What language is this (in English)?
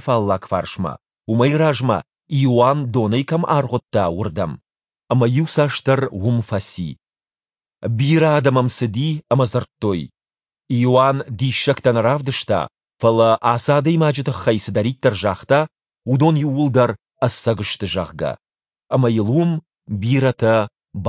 Ossetic